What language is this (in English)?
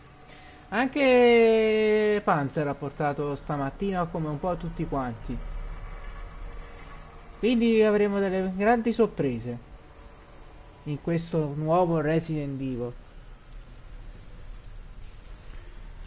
Italian